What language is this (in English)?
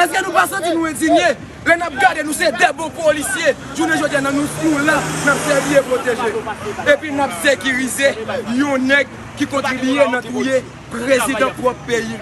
Haitian Creole